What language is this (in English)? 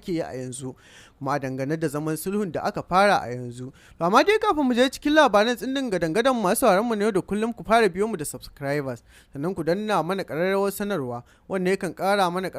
Hausa